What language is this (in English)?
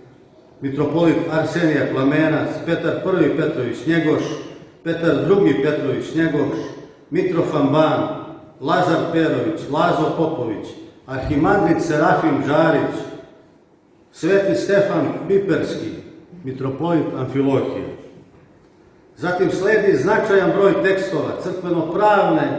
Serbian